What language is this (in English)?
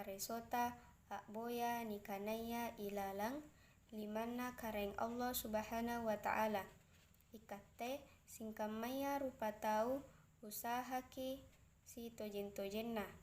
Makasar